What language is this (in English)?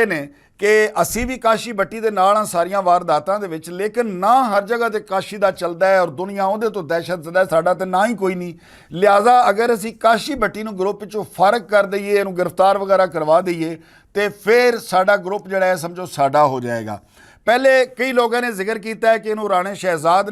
Western Panjabi